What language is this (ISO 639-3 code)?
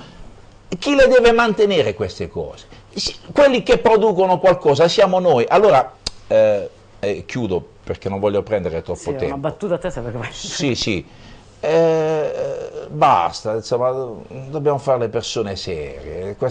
ita